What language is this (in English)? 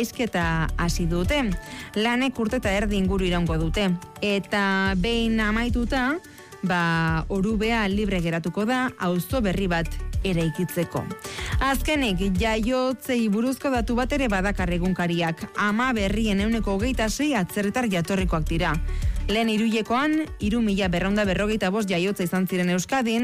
Basque